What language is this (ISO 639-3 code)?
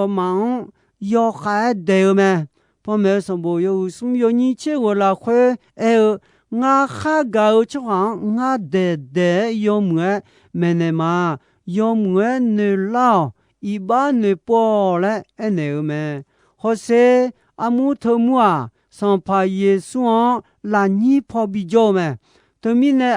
ahk